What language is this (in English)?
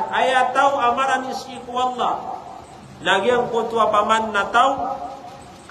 Maranao